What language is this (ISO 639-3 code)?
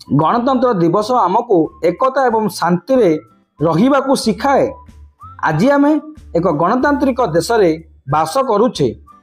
ori